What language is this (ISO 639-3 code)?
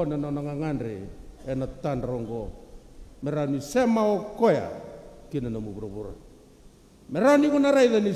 fij